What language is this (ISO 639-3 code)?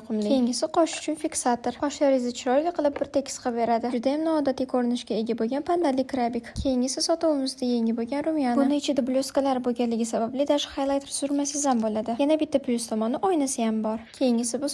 uzb